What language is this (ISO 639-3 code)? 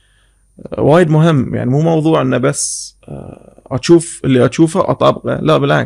afb